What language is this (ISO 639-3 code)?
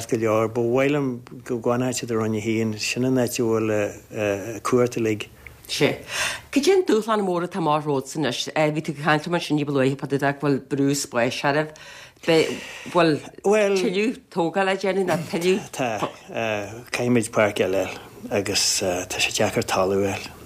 gle